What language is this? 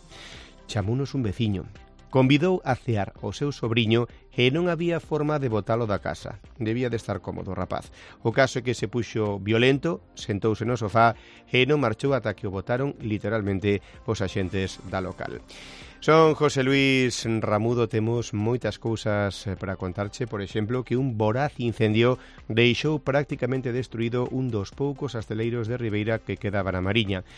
Galician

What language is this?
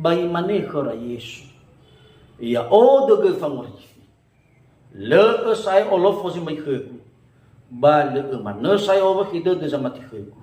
Nias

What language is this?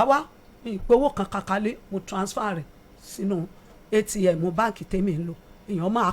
Yoruba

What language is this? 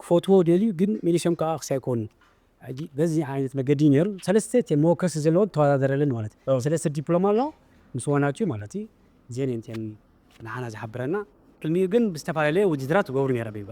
Tigrinya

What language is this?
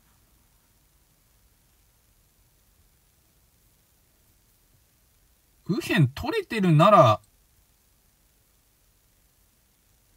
Japanese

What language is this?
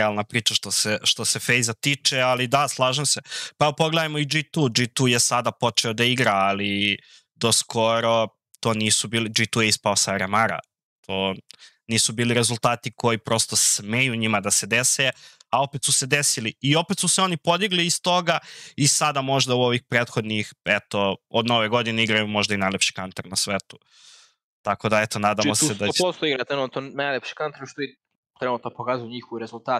Serbian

